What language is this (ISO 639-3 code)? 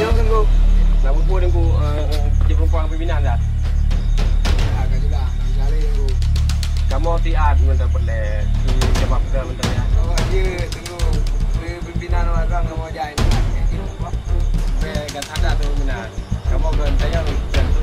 ace